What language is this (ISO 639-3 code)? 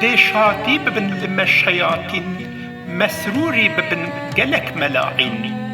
kur